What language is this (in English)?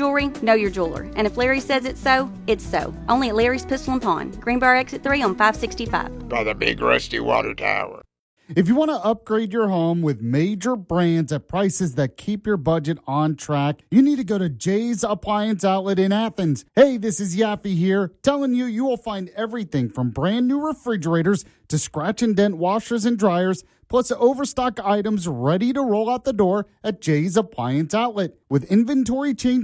English